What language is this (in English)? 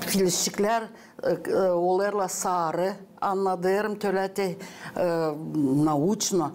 Gagauz